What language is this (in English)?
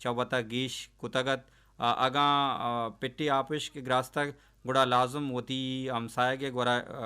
Baluchi